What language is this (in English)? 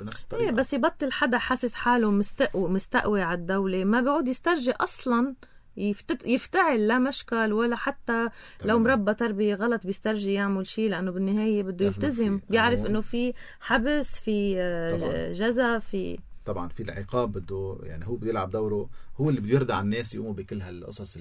North Levantine Arabic